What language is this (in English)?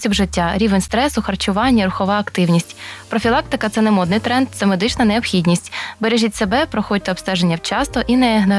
Ukrainian